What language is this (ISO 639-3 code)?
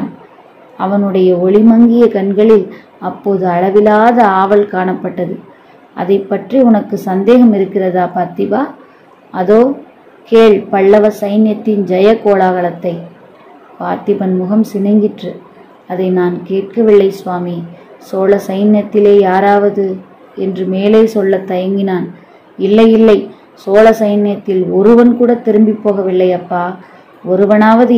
tam